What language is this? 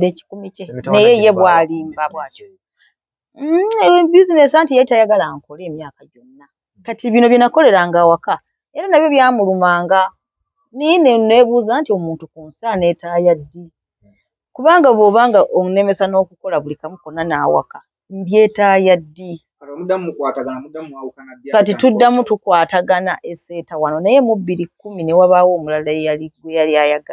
Ganda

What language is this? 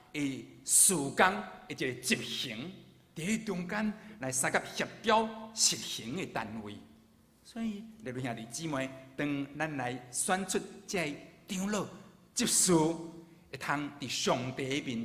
Min Nan Chinese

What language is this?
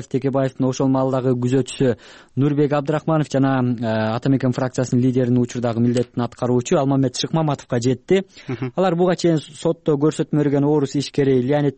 Kyrgyz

